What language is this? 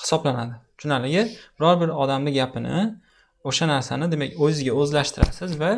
Uzbek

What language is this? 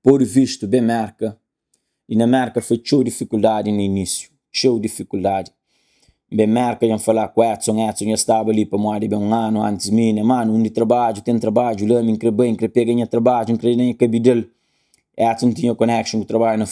Kabuverdianu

